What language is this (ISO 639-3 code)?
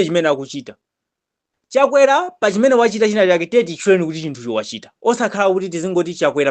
nya